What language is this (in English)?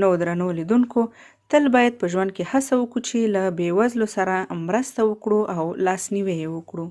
Pashto